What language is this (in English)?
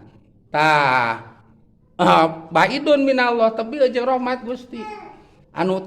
Sundanese